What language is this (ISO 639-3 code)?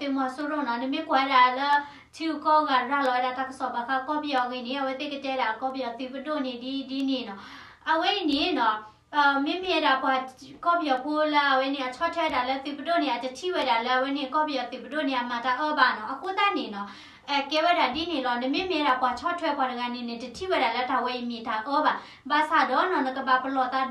ksw